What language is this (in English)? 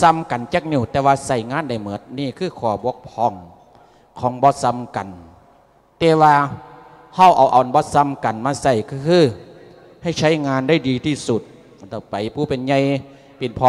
Lao